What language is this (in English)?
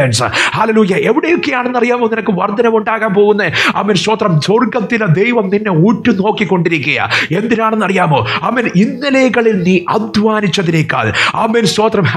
Malayalam